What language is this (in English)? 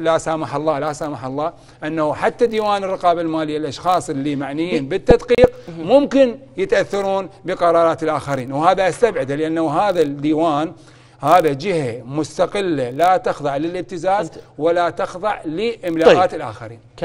Mesopotamian Arabic